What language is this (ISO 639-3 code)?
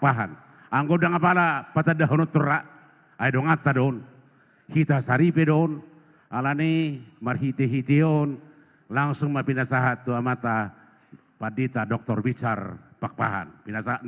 bbc